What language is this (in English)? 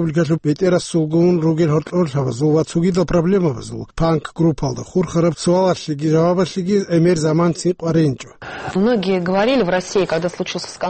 Avaric